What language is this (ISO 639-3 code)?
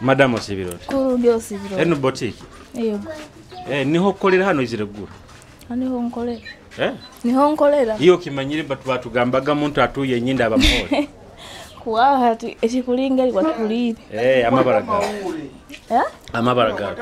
nyo